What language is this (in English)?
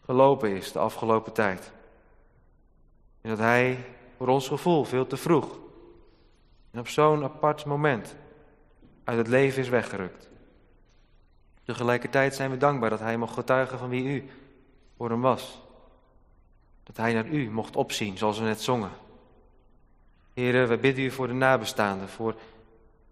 Dutch